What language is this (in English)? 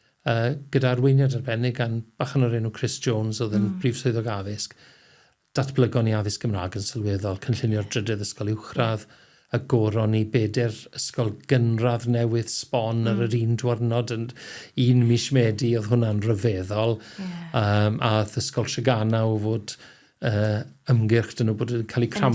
Welsh